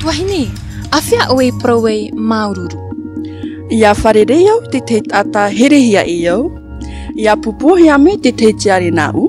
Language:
Tahitian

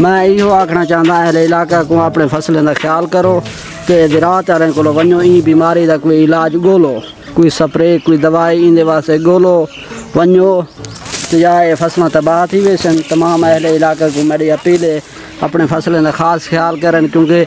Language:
Saraiki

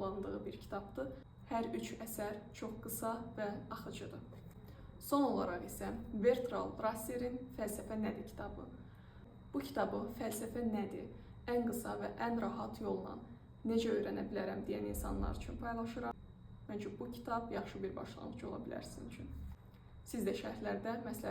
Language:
Azerbaijani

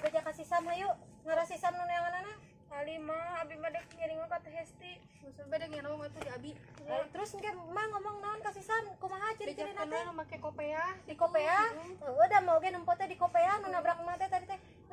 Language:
Sundanese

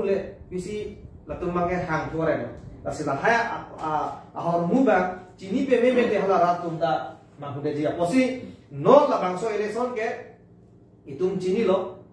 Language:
Karbi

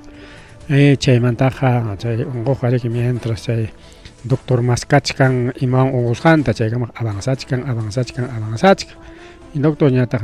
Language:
Ayacucho Quechua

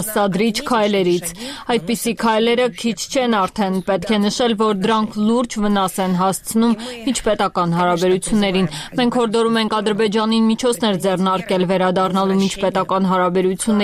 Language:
Armenian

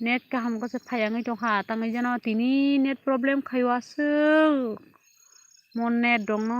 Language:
Kok Borok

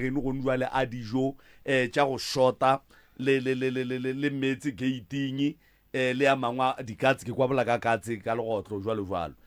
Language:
Northern Sotho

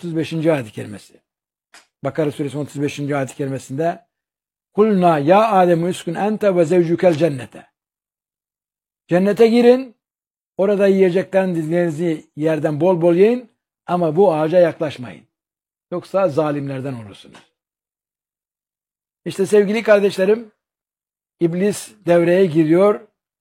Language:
Turkish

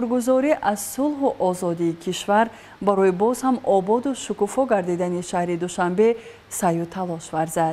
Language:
Tajik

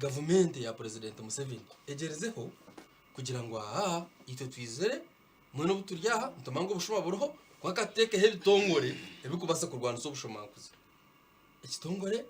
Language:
Nyankole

